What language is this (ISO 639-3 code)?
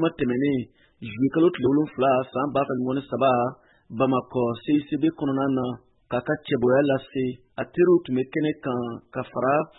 bam